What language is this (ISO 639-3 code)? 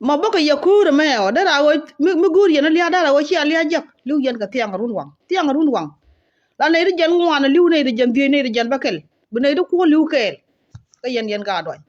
nus